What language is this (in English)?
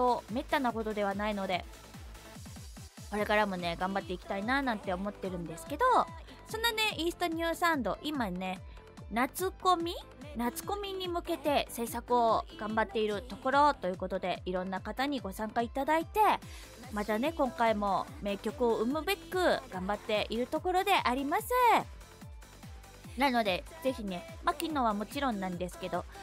Japanese